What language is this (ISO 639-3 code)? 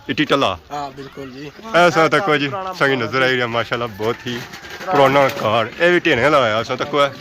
phr